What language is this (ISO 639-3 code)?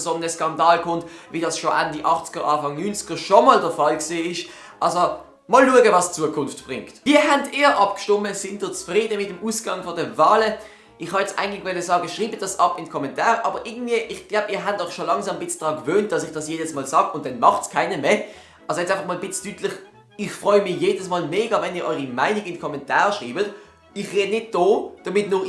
gsw